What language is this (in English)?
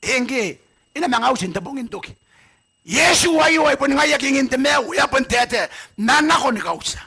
Gilbertese